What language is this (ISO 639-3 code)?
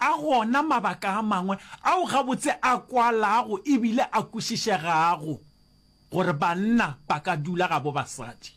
nso